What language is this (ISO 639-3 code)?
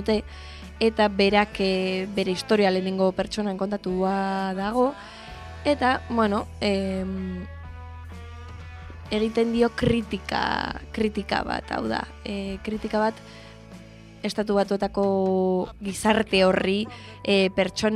eus